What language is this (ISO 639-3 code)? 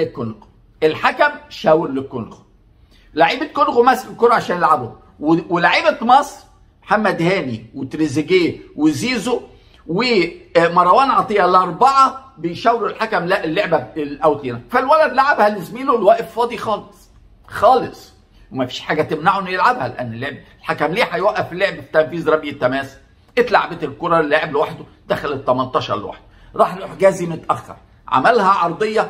arz